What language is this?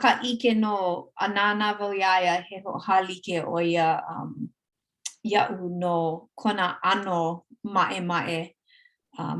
Hawaiian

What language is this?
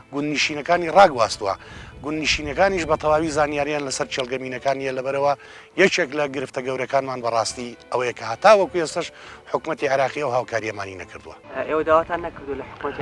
Central Kurdish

